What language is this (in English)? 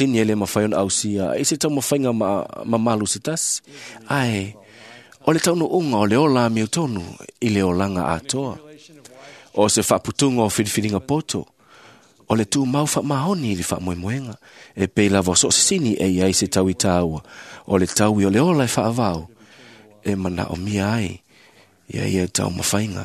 Samoan